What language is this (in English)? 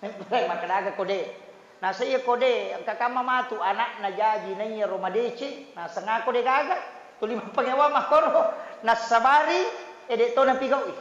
Buginese